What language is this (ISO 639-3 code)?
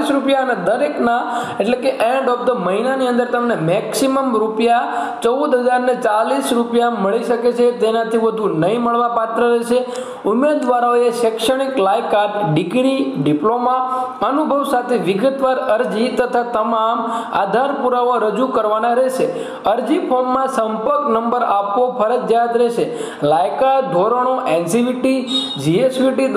guj